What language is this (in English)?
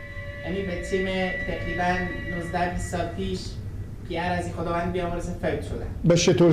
Persian